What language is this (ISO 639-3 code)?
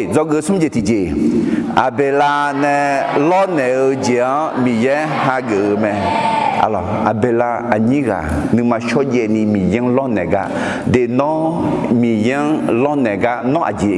ahk